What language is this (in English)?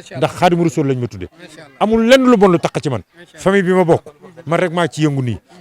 Wolof